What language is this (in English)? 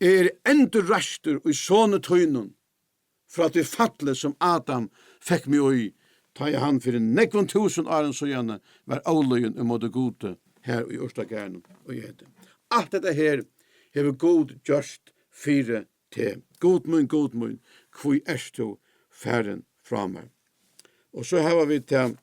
Faroese